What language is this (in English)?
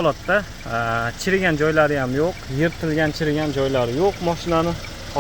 Uzbek